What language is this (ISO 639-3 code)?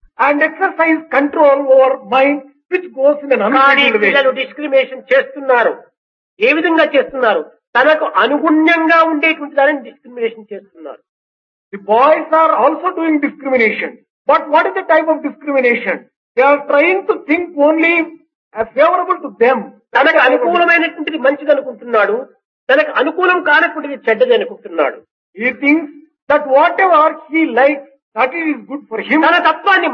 tel